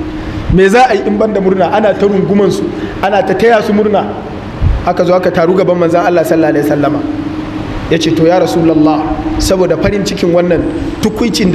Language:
Hausa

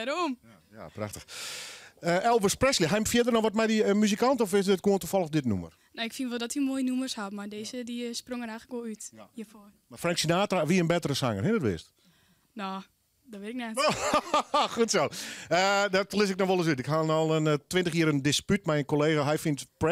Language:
Western Frisian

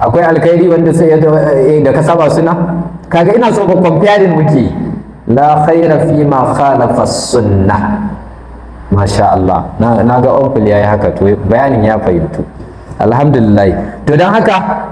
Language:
Hausa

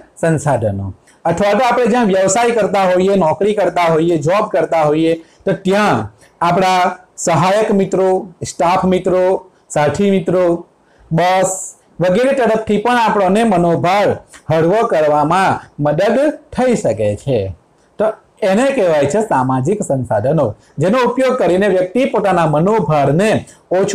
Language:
Gujarati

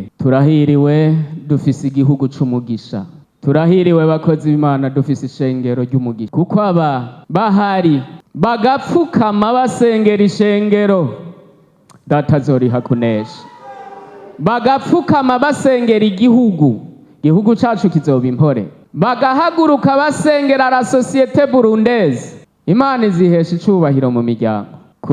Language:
Rundi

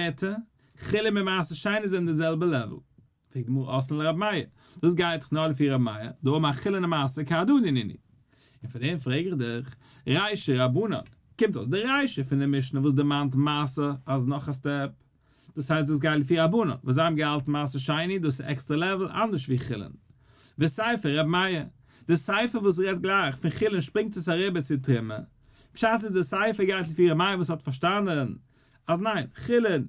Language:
Yiddish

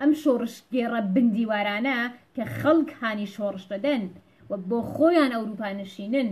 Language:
Central Kurdish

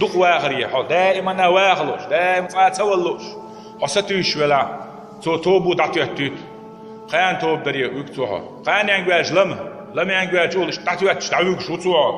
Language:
Chechen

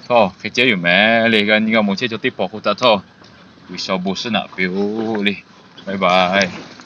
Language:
Lahu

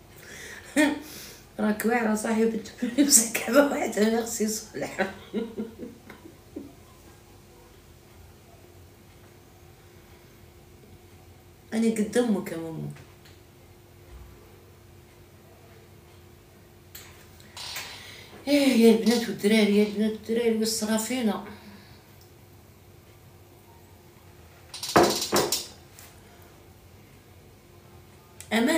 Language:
Algerian Arabic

